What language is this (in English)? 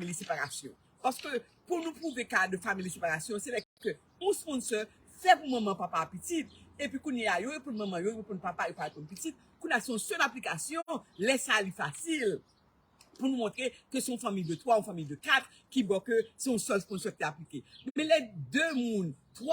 Haitian Creole